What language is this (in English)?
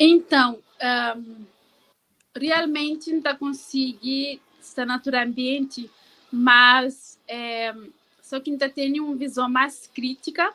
Kabuverdianu